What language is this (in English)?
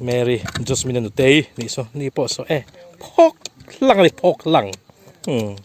Mizo